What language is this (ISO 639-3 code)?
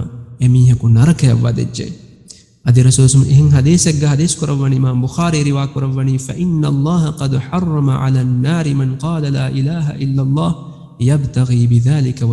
div